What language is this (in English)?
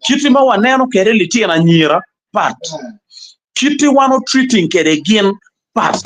Acoli